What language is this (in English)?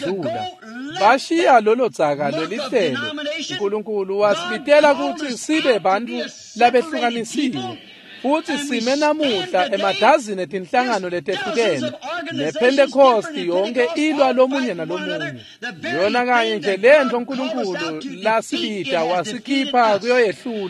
Swati